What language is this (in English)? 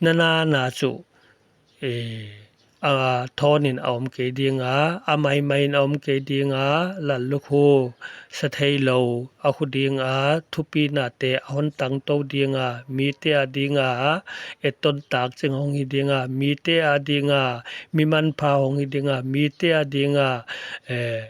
Paite Chin